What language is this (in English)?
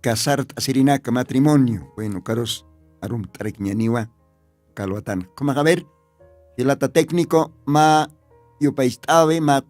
Aymara